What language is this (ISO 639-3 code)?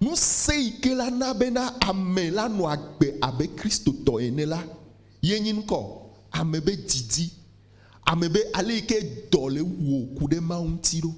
ewe